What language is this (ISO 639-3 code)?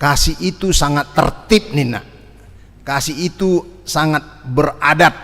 bbc